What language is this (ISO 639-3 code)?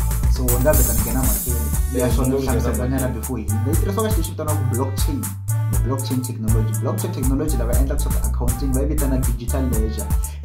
tso